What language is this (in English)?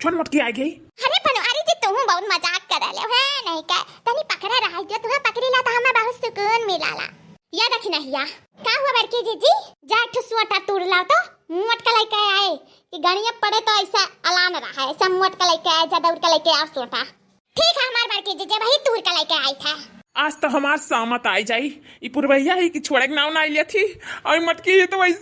Awadhi